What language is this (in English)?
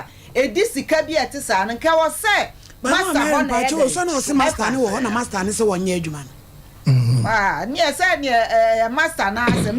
Akan